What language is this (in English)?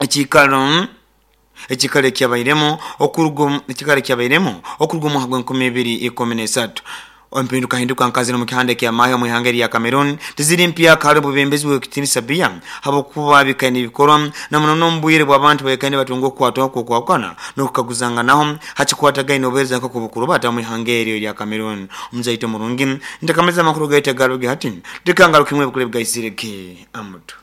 Nyoro